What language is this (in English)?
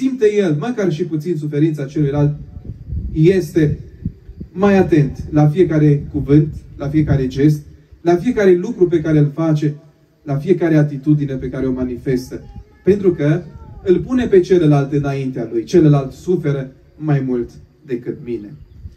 Romanian